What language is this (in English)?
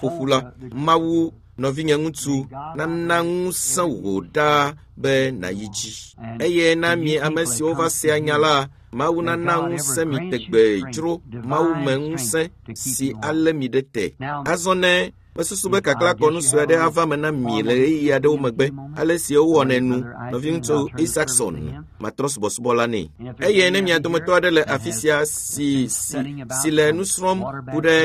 Ewe